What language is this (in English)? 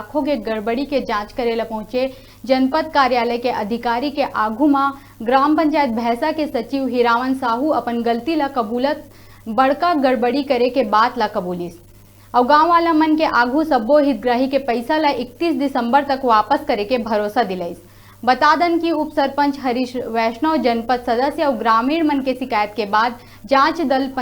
Chhattisgarhi